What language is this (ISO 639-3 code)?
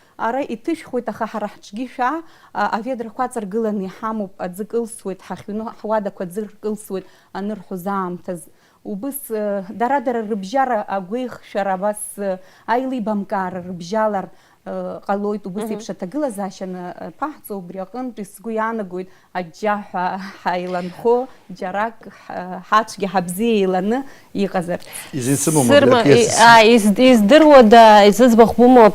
abk